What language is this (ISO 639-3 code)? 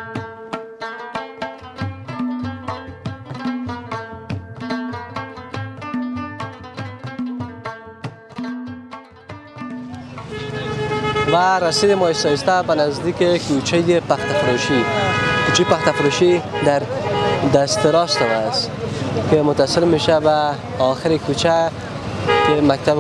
fas